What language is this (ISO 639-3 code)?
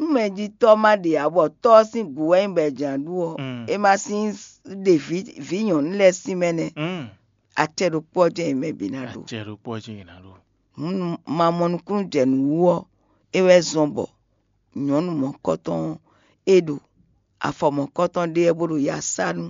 fon